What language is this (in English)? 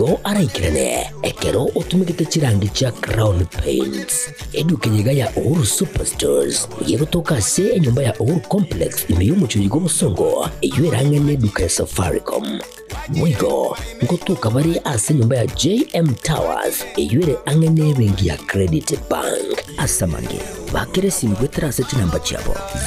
Gusii